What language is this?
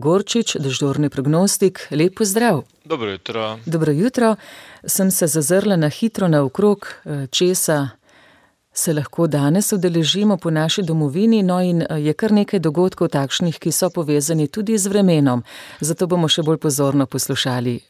Slovenian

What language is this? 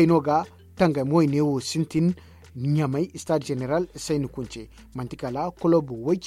Zarma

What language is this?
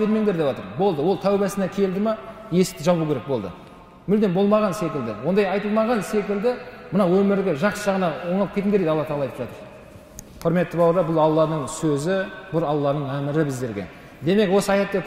Kazakh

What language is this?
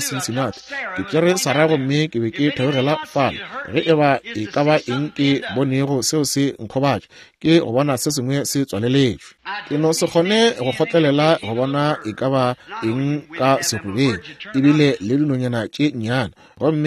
Northern Sotho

